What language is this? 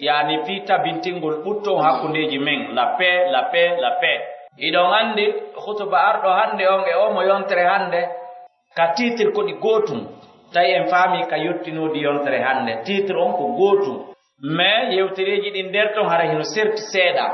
Pular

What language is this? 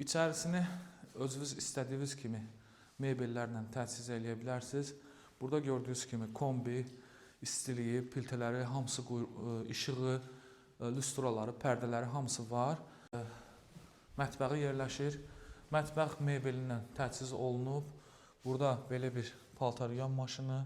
Azerbaijani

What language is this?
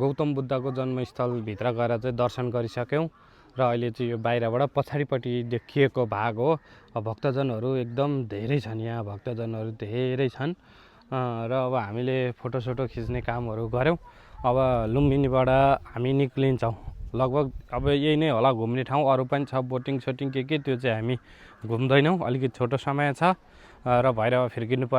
Nepali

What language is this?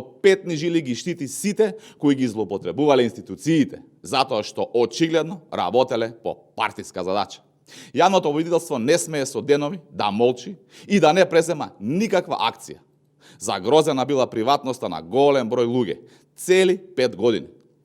Macedonian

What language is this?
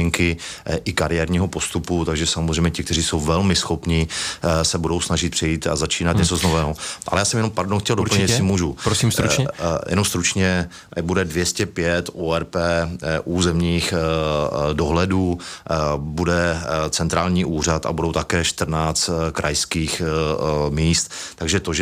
Czech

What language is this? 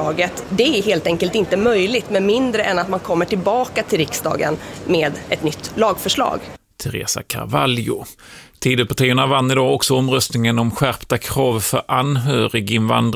Swedish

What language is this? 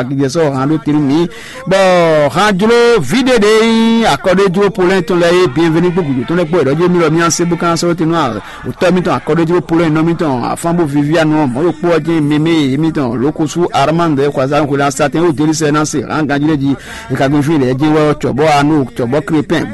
Fon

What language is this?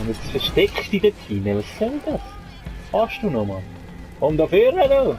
Swiss German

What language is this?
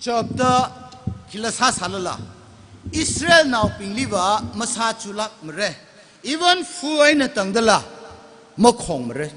Tangkhul Naga (India)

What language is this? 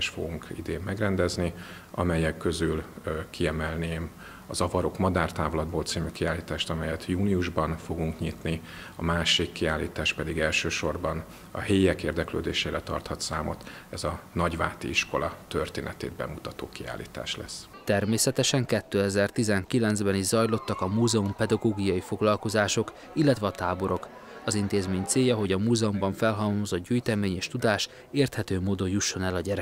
Hungarian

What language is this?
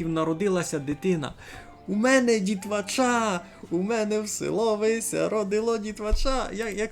Rusyn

